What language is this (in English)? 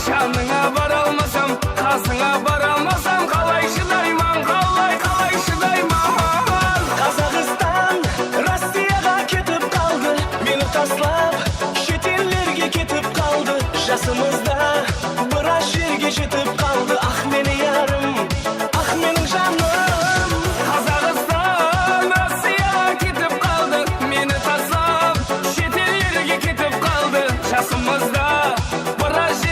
Kara-Kalpak